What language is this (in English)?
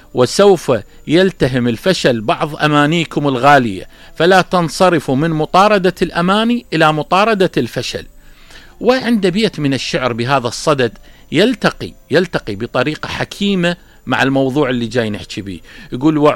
Mesopotamian Arabic